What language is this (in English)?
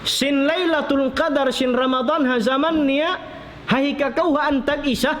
Tausug